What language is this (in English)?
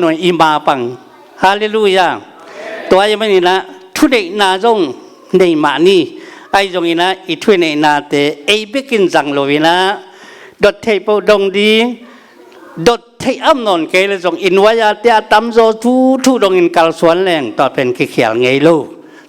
Tedim Chin